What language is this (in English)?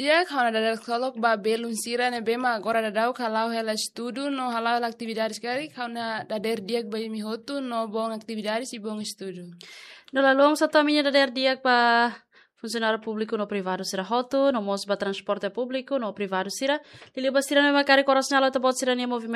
Tetum